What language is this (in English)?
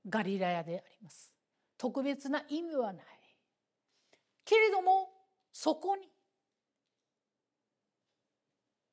Japanese